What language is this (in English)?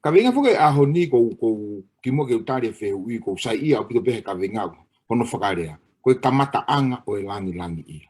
Tongan